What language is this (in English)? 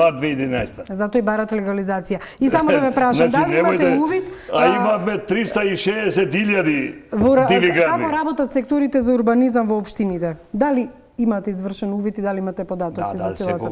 Macedonian